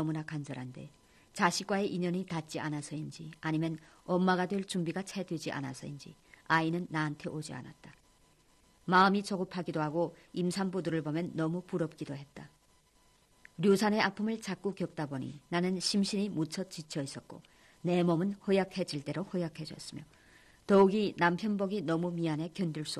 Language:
Korean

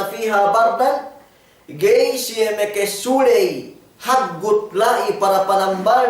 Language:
Yakan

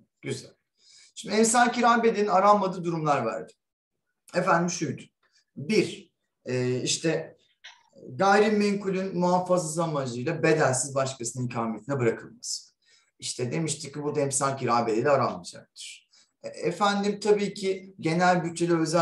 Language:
Turkish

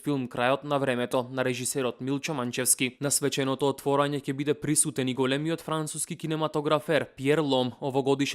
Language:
Macedonian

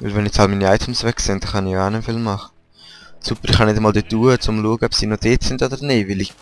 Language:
Swiss German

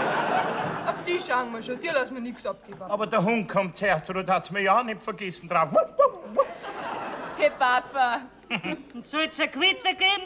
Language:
Bavarian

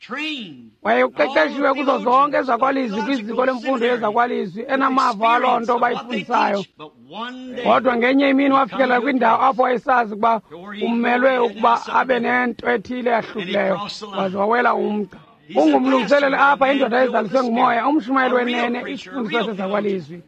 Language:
Xhosa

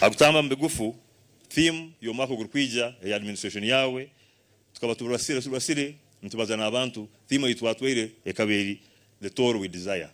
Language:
Nyankole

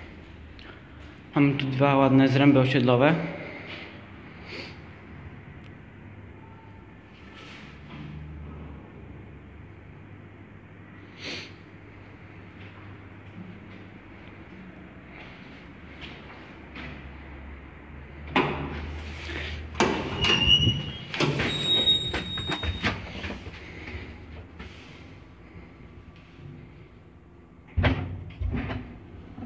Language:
Polish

